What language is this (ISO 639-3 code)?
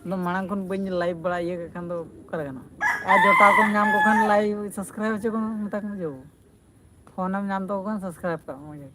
sat